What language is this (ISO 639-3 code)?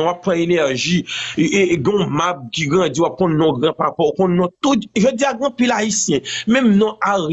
hat